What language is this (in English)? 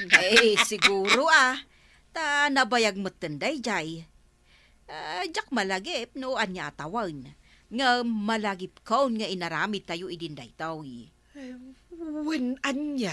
Iloko